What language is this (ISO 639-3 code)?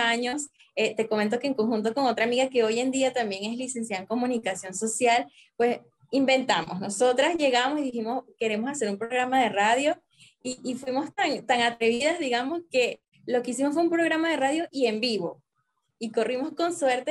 spa